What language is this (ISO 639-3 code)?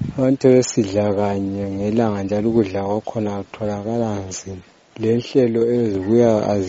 nde